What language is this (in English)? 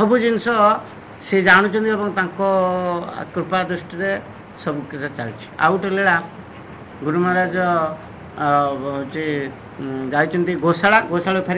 Odia